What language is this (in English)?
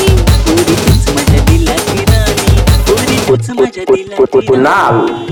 Marathi